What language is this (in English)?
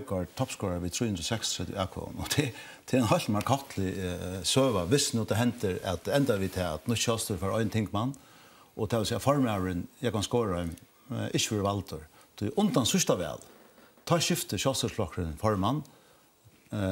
Faroese